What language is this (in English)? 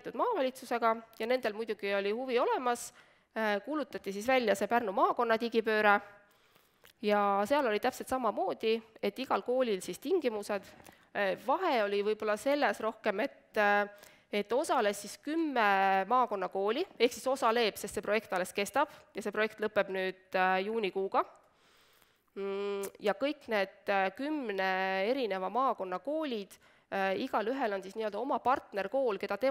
Estonian